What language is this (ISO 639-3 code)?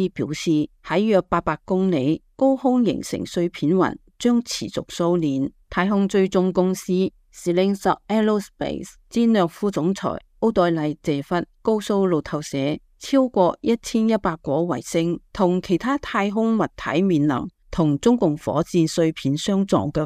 yue